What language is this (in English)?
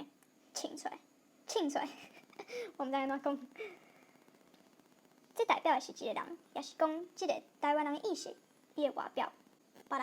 Min Nan Chinese